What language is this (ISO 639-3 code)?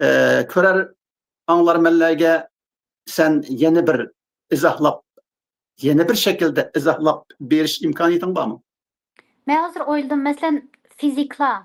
uig